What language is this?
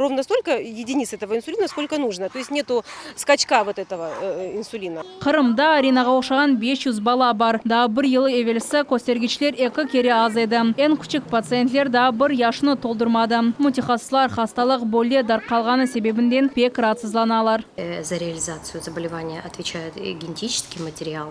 Crimean Tatar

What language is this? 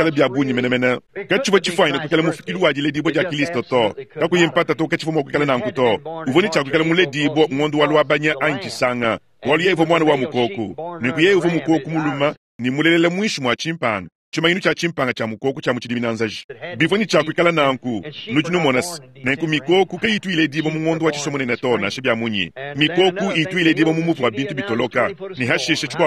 Luba-Lulua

